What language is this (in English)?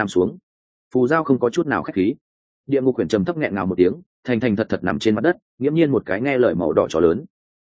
Vietnamese